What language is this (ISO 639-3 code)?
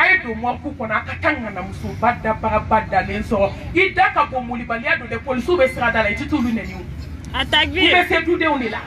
bam